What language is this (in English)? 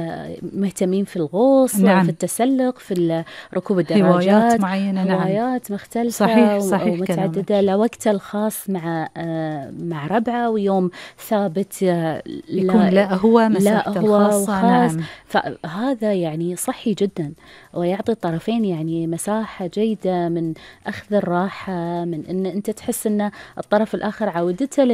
Gulf Arabic